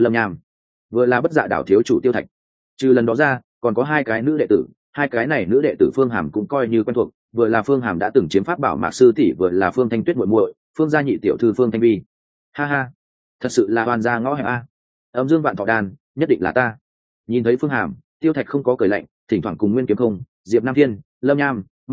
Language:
Vietnamese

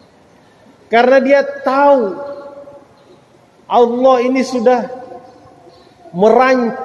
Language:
Indonesian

